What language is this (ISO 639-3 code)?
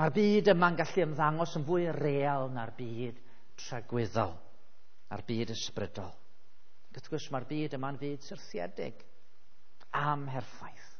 cym